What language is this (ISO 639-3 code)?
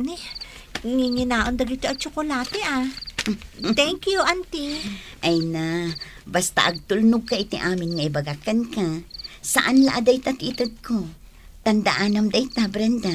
ilo